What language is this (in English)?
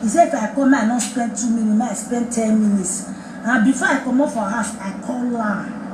Nigerian Pidgin